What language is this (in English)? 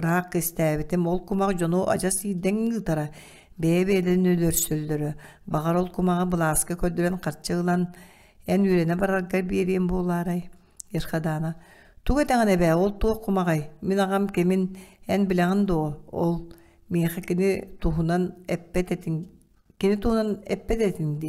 Yakut